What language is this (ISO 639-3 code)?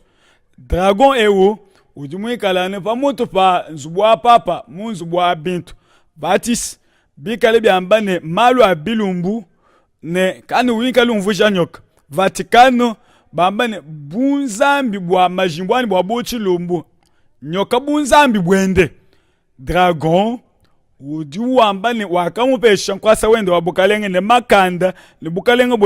lua